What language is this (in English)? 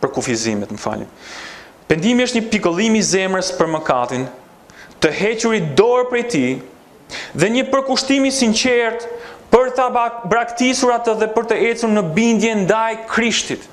Albanian